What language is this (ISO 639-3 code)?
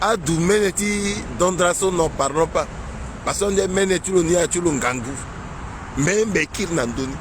sag